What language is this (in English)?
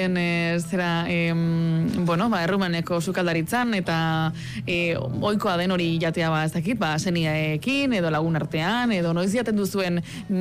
Basque